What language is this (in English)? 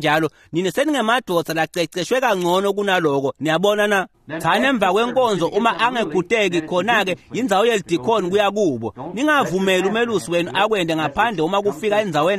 Swati